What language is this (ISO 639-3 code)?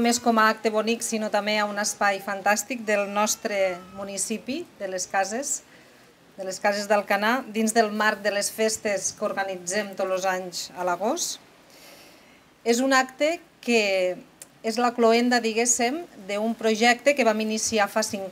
cat